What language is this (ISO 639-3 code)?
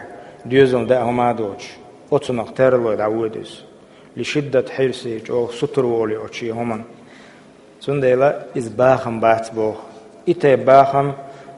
che